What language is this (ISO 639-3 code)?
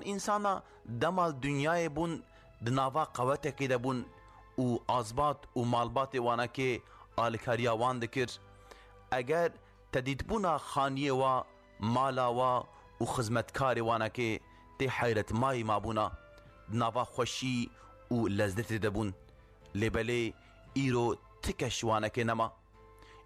kur